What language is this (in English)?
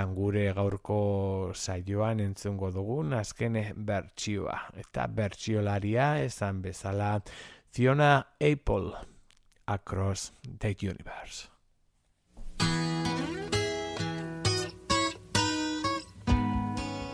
Basque